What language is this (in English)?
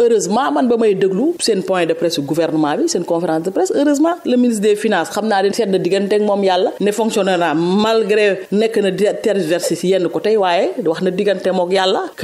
Wolof